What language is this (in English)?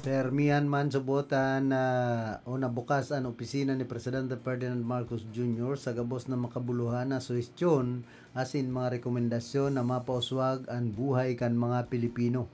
Bikol